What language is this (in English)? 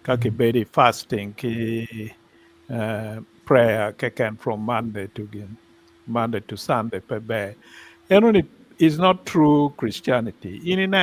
Acoli